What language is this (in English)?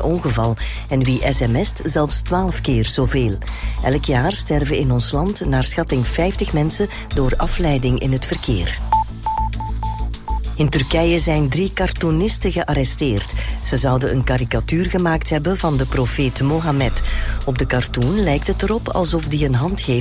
Dutch